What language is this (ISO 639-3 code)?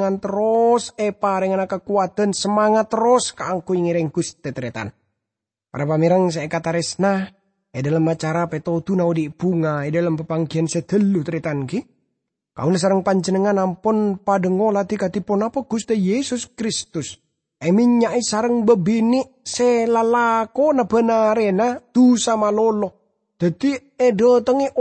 mad